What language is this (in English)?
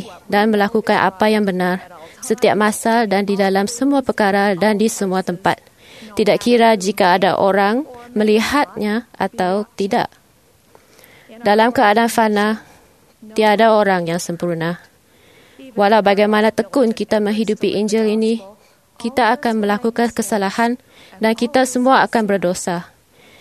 Malay